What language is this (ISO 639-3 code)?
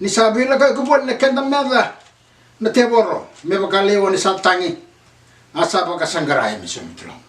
fij